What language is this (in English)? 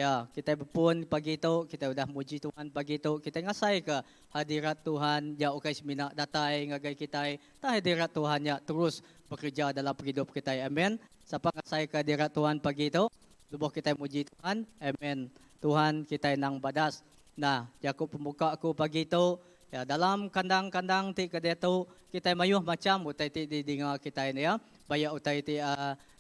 Iban